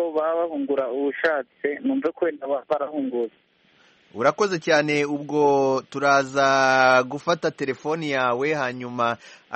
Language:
Kinyarwanda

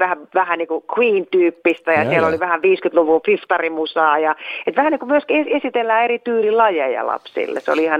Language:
Finnish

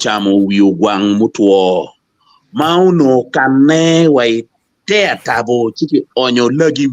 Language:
Acoli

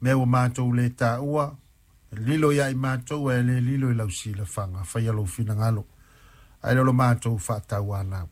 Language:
Samoan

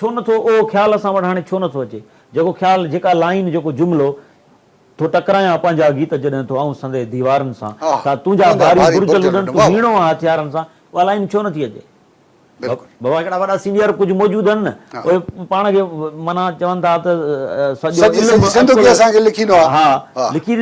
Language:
Sindhi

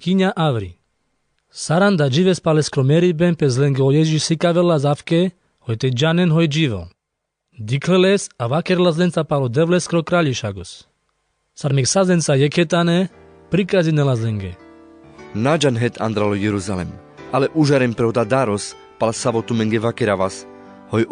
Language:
Carpathian Romani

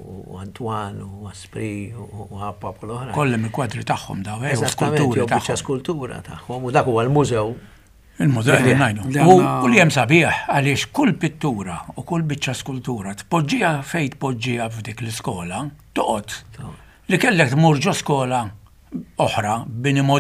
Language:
Maltese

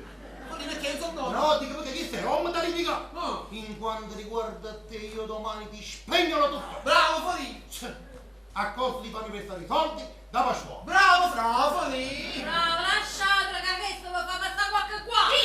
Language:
Neapolitan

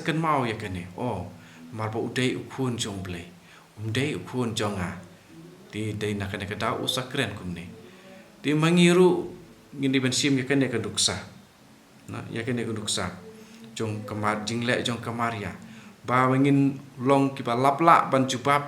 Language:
Khasi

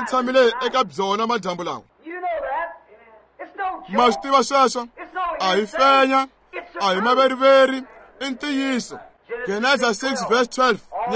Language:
Tsonga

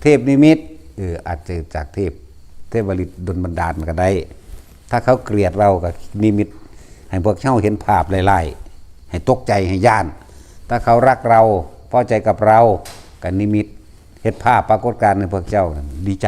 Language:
Northeastern Thai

